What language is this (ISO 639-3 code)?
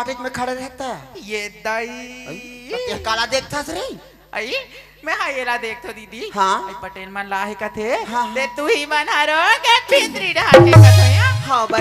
hne